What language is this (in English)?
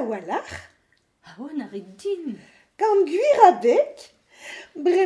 Breton